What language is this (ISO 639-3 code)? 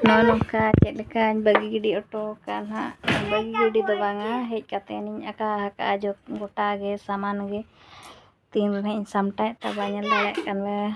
sat